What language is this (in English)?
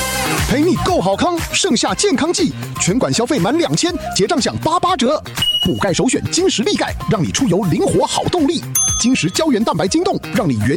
Min Nan Chinese